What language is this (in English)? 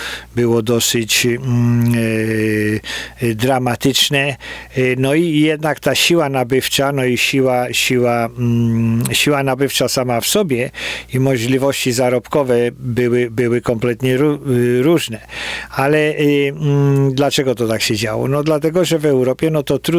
Polish